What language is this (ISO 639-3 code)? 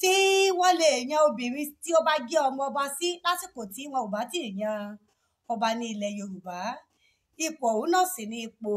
yor